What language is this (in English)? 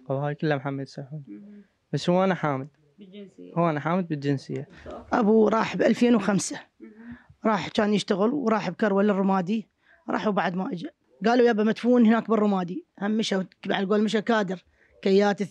Mesopotamian Arabic